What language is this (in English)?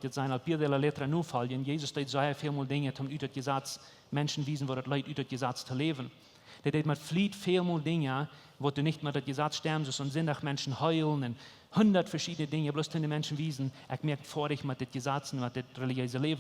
Plautdietsch